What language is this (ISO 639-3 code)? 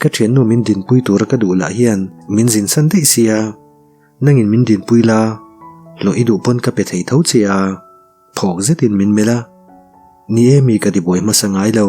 lus